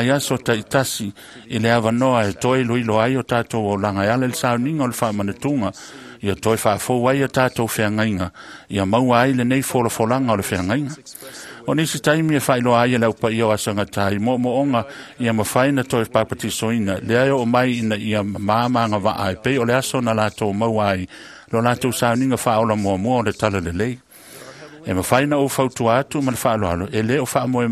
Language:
Samoan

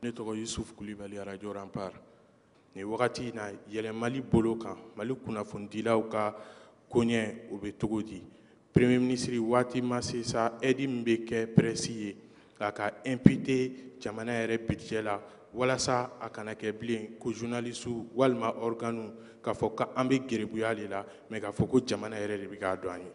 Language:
Bambara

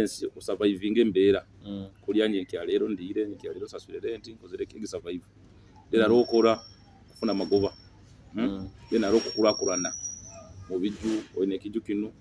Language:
Nyoro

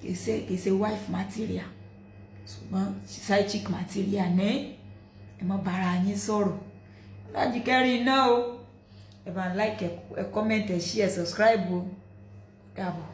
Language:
Yoruba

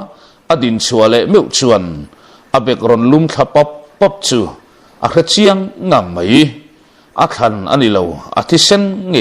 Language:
Mizo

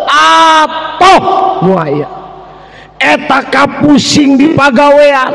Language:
Sundanese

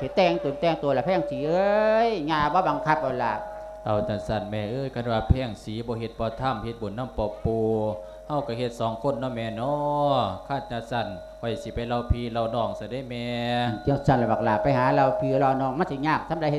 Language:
Lao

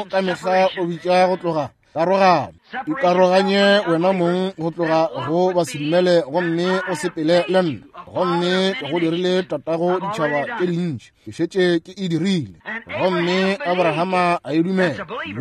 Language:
Northern Sotho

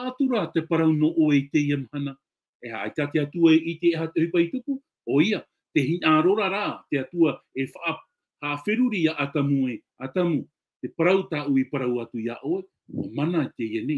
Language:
Tahitian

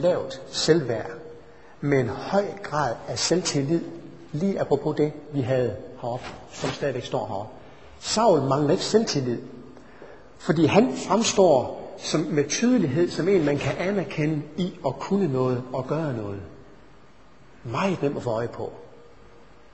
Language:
Danish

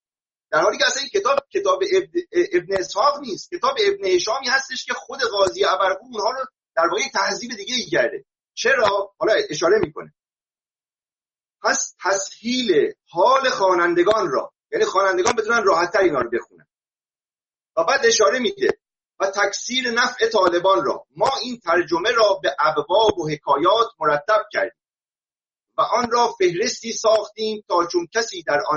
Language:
Persian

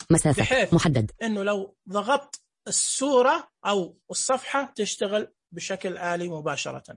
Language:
Najdi Arabic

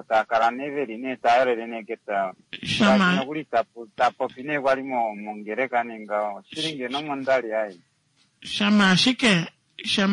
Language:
Kuanyama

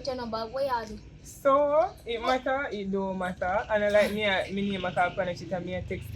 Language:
Jamaican Creole English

